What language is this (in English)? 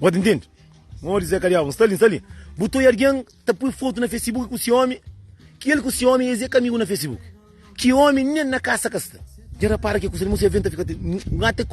Kabuverdianu